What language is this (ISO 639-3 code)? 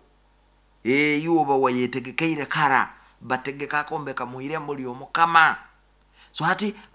nyo